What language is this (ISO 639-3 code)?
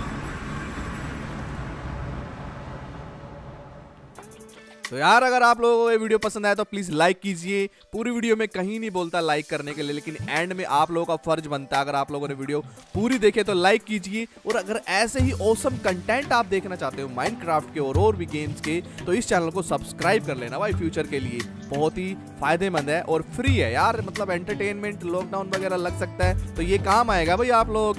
hin